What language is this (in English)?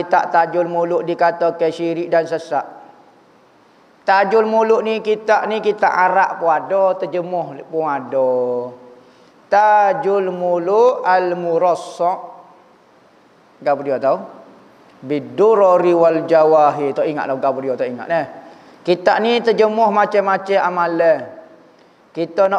Malay